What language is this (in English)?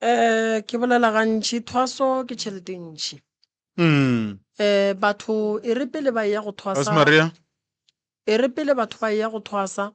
Northern Sotho